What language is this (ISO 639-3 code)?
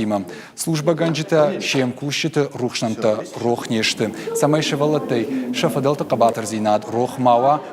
oss